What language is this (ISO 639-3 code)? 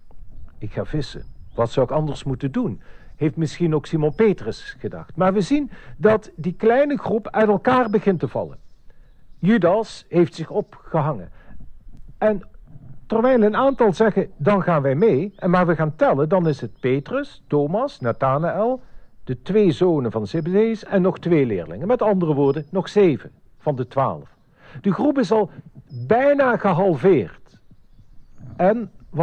nld